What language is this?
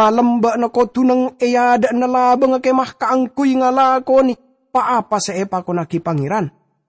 Madurese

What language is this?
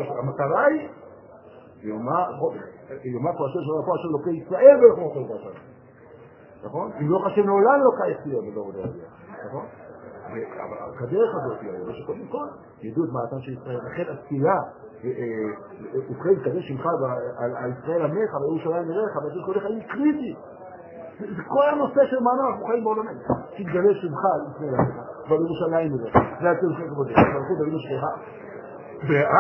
Hebrew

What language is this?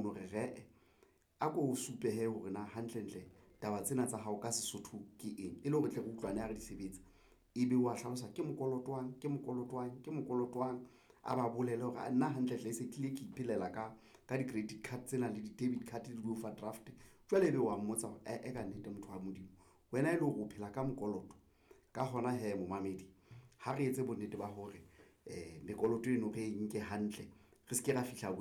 Southern Sotho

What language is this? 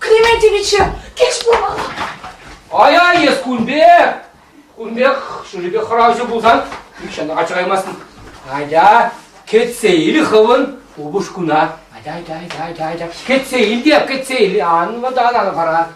Chuvash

